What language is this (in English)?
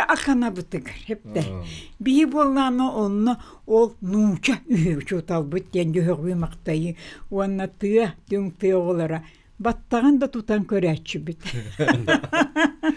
Yakut